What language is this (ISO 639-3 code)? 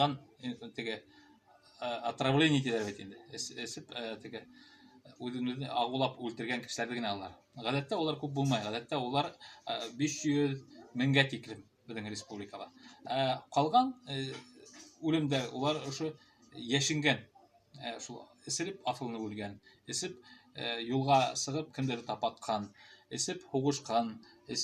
bak